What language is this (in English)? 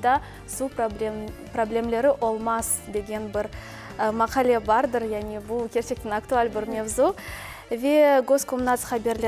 Crimean Tatar